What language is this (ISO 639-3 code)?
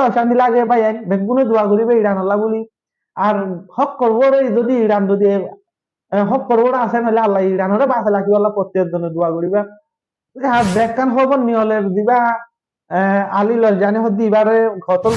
rhg